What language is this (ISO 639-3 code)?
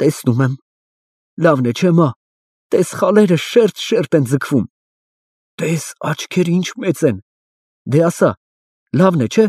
hye